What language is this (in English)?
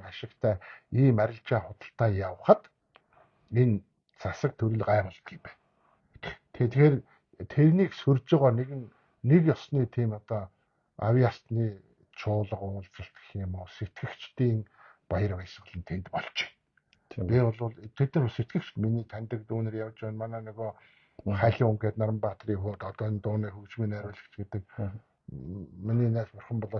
Mongolian